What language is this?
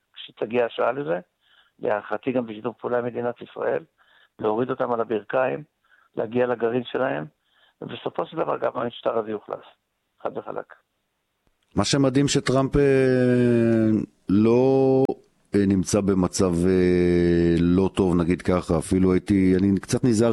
Hebrew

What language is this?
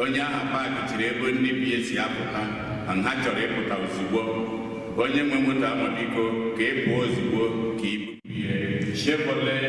Igbo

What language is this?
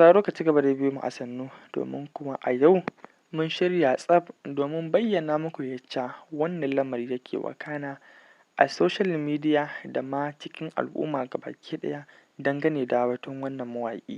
Hausa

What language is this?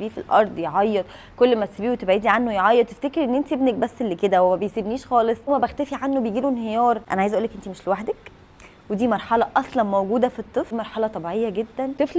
Egyptian Arabic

